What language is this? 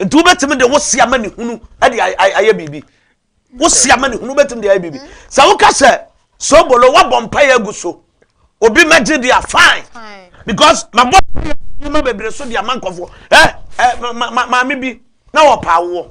Akan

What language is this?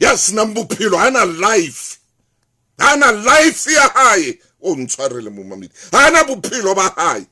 Southern Sotho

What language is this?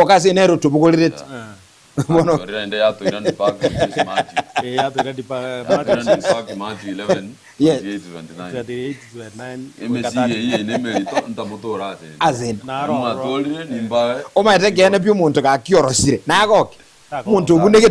Gusii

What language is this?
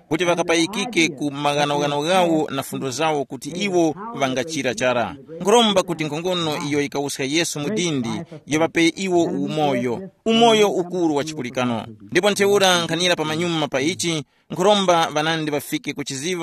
Tumbuka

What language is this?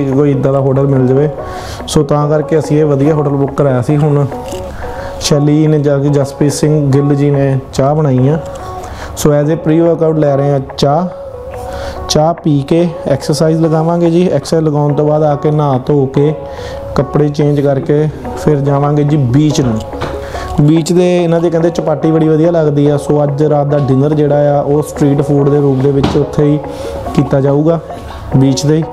Punjabi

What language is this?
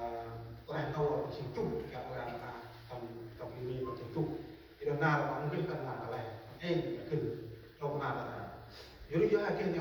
Central Mnong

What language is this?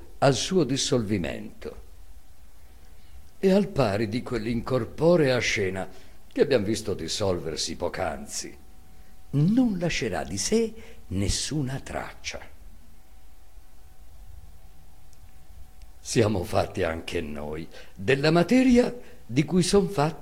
Italian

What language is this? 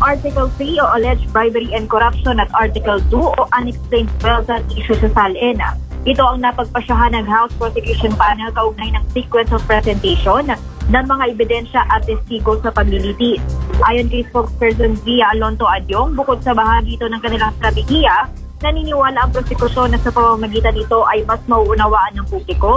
Filipino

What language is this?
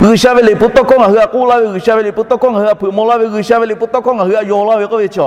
Lahu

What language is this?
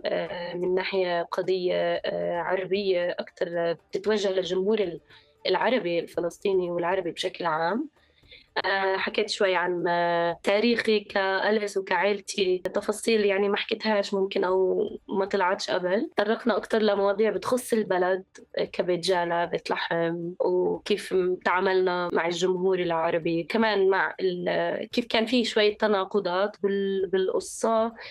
North Levantine Arabic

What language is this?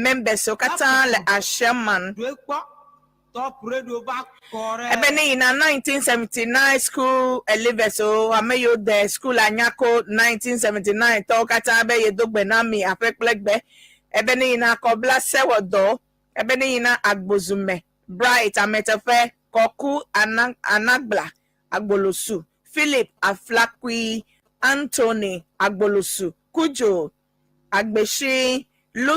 Ewe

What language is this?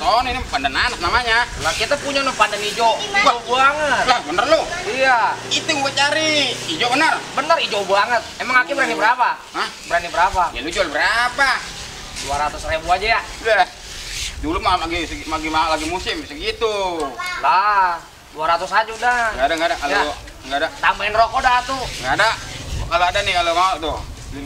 Betawi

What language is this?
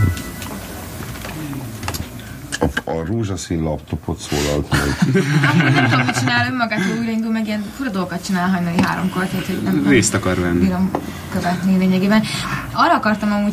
Hungarian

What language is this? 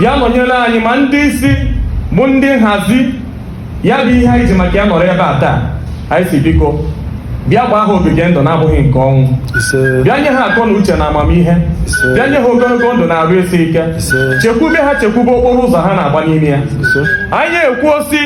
Igbo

